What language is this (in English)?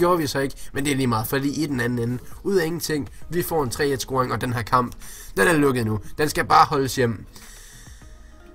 Danish